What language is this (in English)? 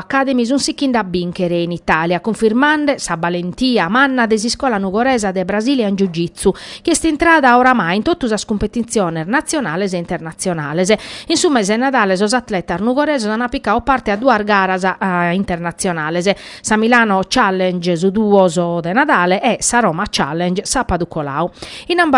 Sardinian